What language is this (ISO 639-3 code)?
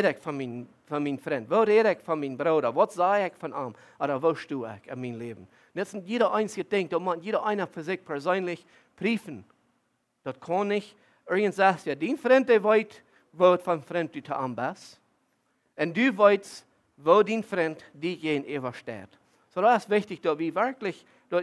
pdt